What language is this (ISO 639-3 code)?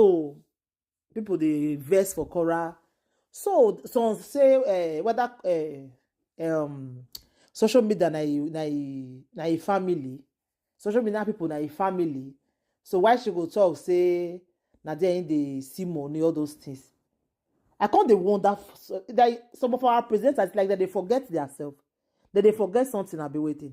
pcm